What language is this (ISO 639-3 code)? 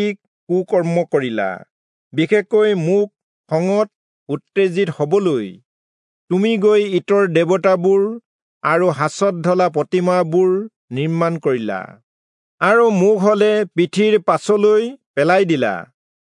asm